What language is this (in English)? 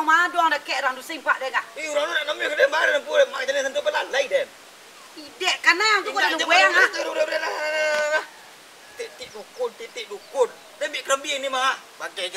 Minangkabau